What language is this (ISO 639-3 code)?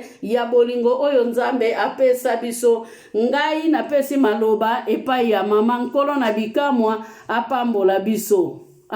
lin